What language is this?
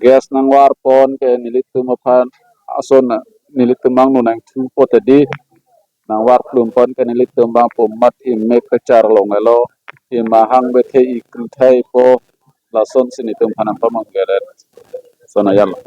Karbi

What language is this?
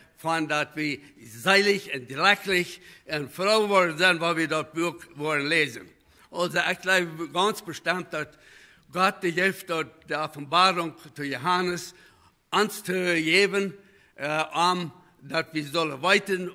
Plautdietsch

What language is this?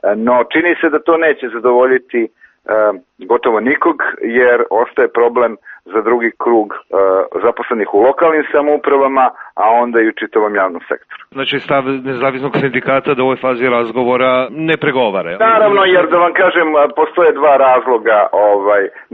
Bosnian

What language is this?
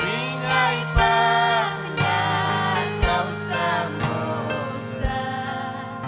Ayacucho Quechua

